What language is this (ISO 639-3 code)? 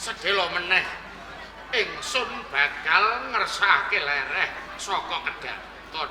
jav